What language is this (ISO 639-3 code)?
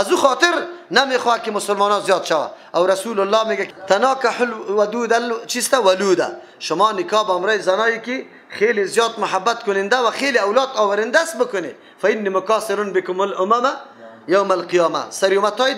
fas